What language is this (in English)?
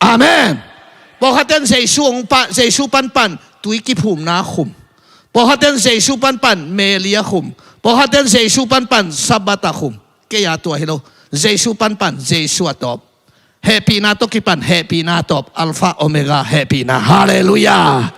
Tedim Chin